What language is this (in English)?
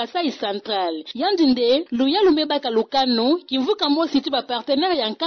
Kituba (Democratic Republic of Congo)